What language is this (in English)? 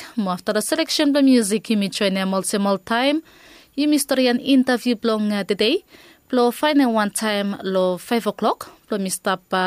Bislama